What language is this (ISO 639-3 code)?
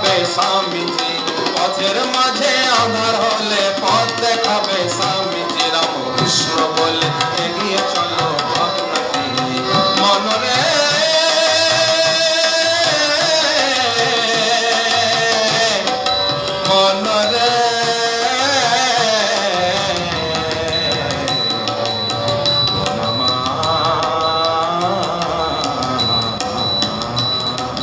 ben